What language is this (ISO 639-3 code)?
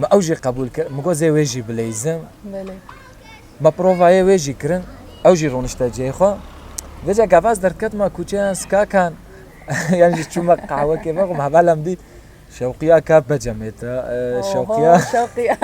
kur